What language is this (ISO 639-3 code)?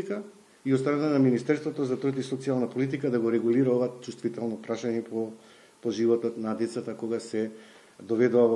mkd